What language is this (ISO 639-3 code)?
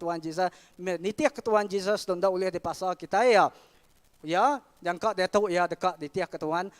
iba